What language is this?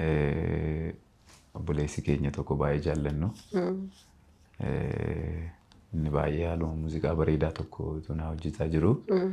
Oromo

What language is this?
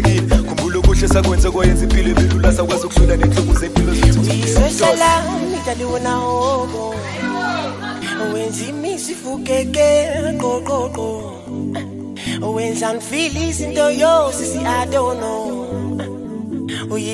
Zulu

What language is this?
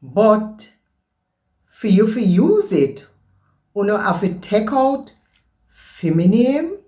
Jamaican Creole English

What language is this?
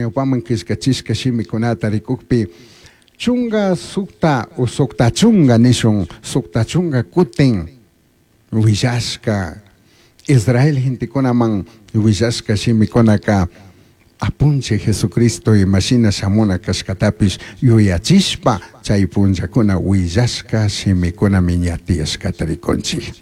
Chimborazo Highland Quichua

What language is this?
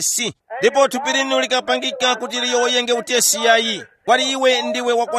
Tumbuka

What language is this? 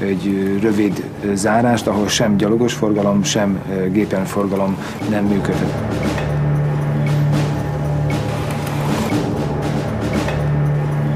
Hungarian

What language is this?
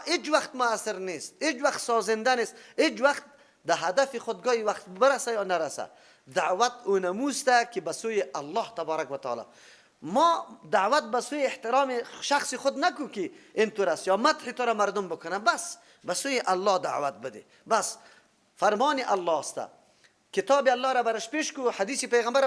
Persian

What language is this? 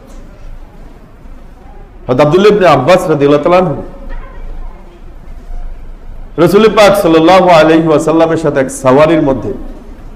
Bangla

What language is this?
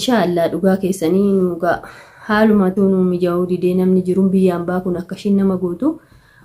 Oromo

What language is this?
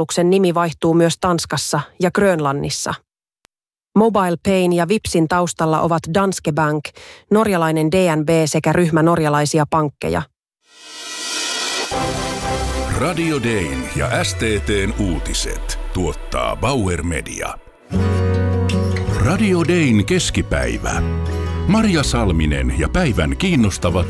Finnish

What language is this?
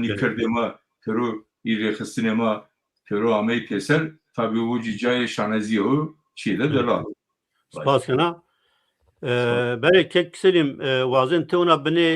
Zaza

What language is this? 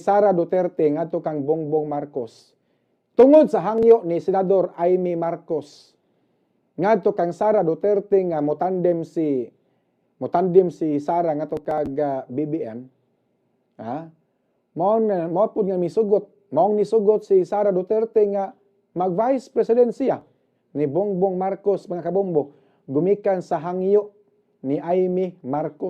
Cebuano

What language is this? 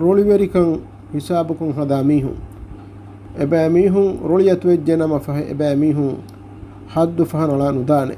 Divehi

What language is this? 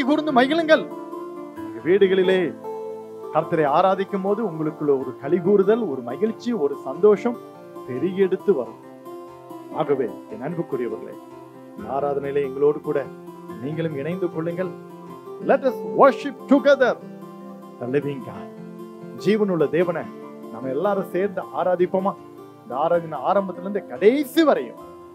Tamil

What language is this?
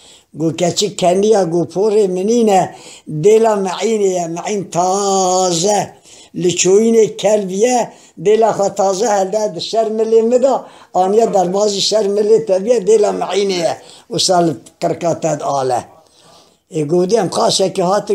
Kurdish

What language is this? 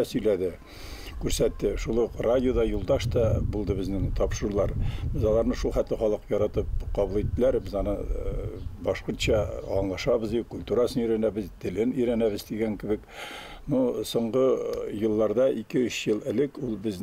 Bashkir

